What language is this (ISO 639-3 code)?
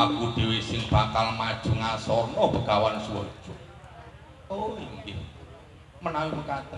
jav